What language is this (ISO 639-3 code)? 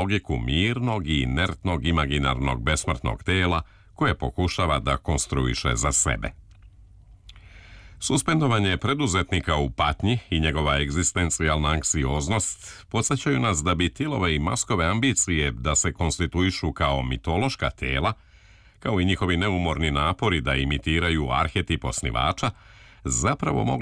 srp